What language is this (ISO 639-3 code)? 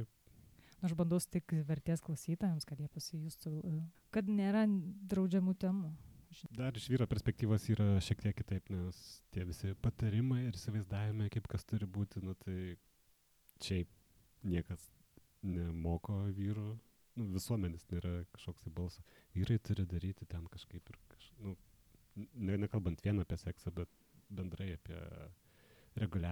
lit